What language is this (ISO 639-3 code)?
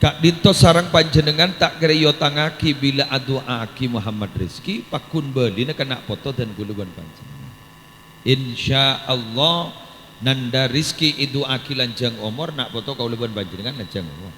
mad